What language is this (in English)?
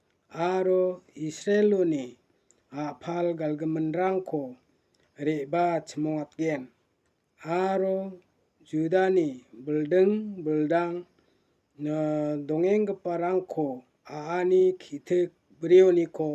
Garo